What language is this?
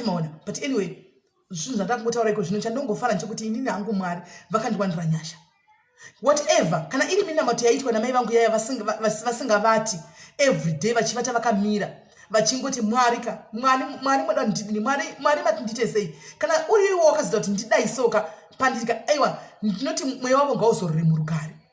Shona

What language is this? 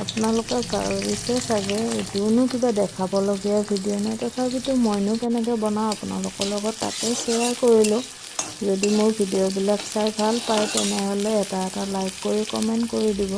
Assamese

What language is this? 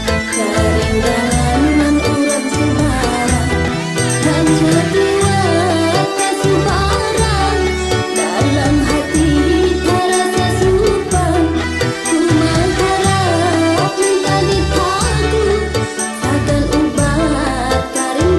Banjar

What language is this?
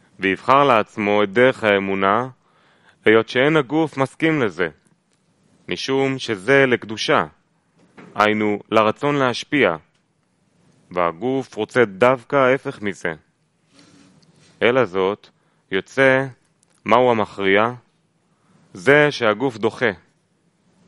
Hebrew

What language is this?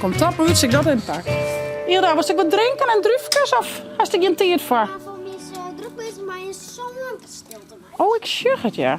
Western Frisian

